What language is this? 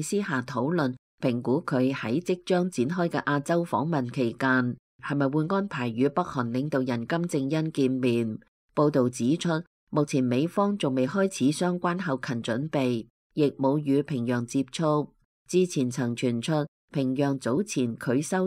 Cantonese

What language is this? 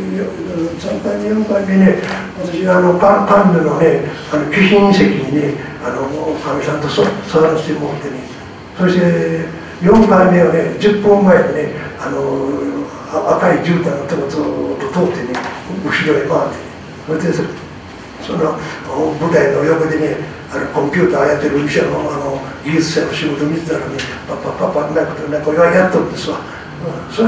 Japanese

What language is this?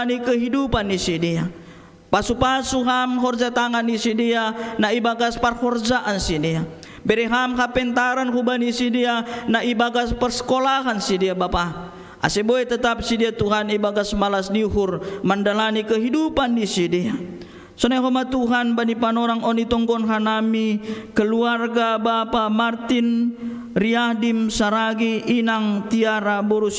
Batak Simalungun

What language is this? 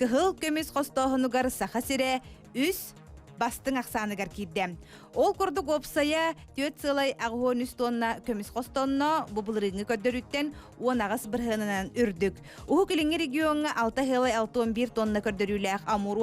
Yakut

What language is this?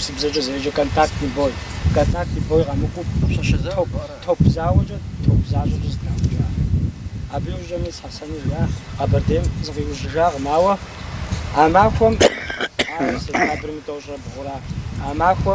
Kabardian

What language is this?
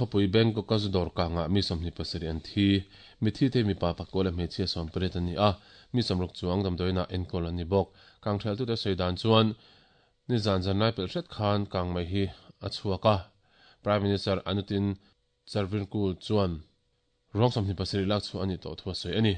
Mizo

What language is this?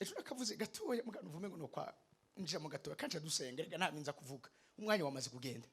Rundi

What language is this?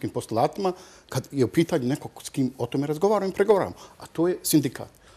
Bosnian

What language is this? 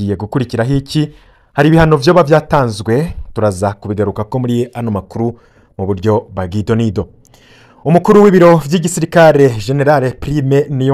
Rundi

